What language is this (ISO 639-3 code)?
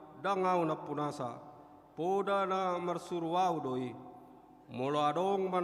bbc